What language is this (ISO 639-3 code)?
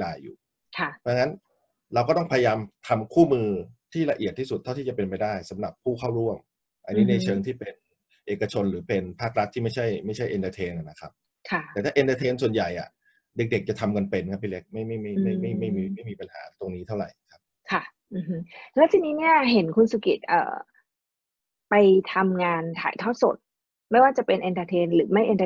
tha